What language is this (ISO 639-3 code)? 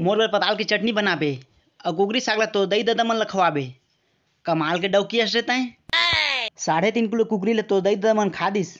hne